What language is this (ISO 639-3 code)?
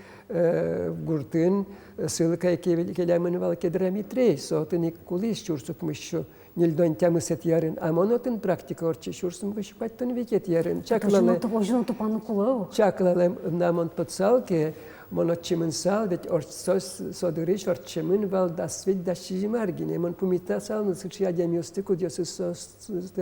udm